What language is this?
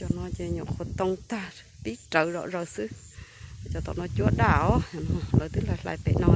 Hmong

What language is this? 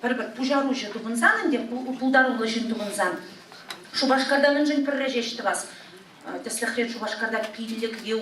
Chuvash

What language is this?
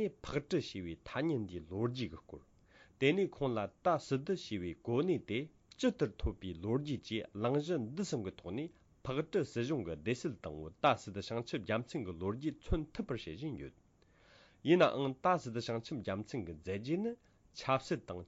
Tibetan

